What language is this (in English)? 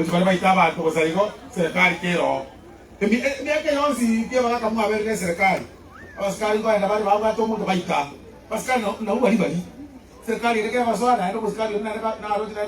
Gusii